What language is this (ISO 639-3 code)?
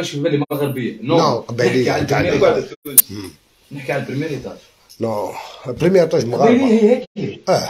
arq